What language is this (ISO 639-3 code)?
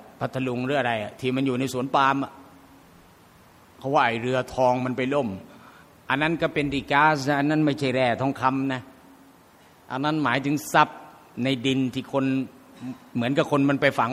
tha